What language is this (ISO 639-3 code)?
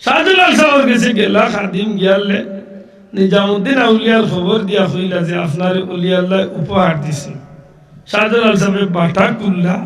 syl